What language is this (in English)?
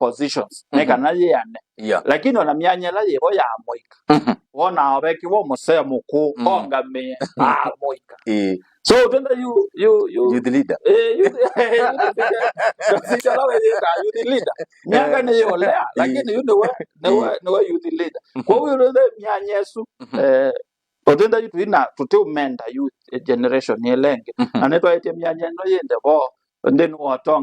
Kamba